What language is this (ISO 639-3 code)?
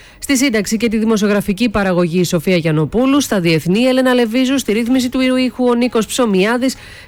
ell